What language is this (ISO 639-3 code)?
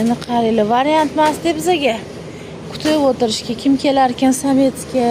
uzb